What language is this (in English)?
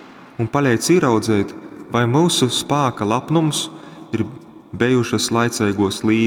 Latgalian